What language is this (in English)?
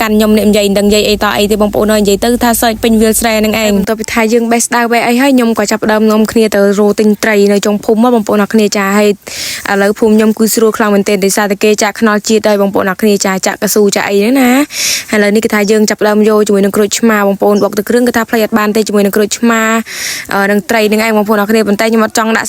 Khmer